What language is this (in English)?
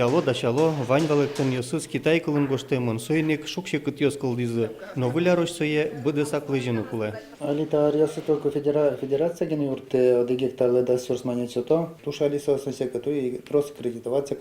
Udmurt